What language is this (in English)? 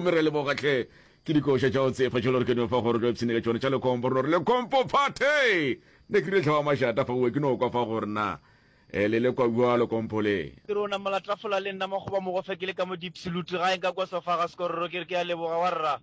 Northern Sotho